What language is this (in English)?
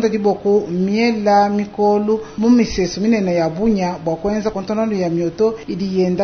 Luba-Lulua